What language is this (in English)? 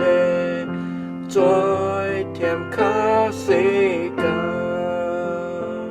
Shan